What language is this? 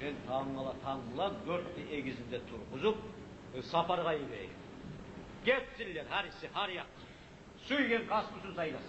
Kumyk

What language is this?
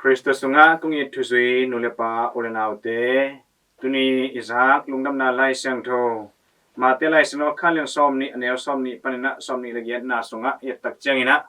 Tedim Chin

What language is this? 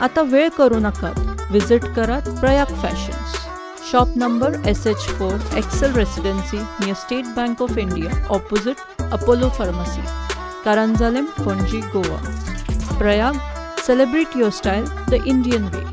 Konkani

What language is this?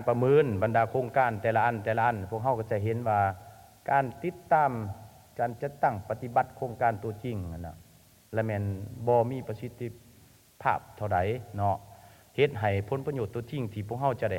Lao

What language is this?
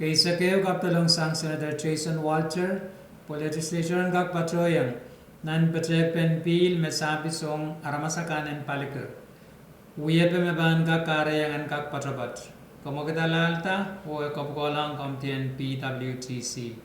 Pohnpeian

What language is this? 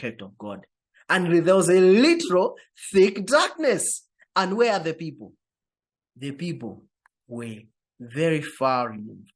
English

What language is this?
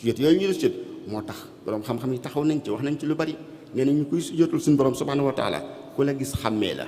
Wolof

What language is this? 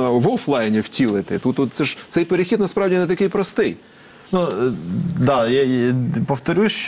Ukrainian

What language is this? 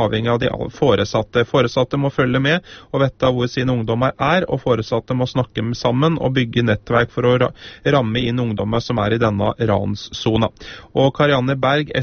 Norwegian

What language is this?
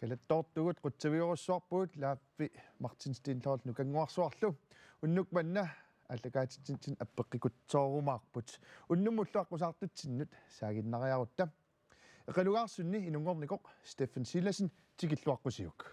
Kalaallisut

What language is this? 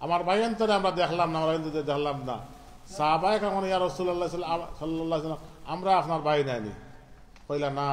Sylheti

